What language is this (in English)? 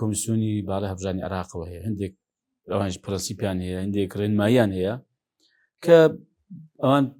Central Kurdish